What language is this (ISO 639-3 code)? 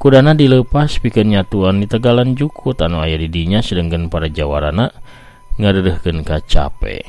sun